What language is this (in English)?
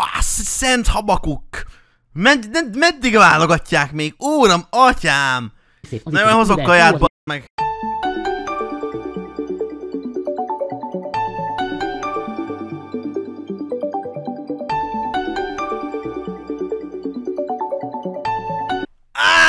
Hungarian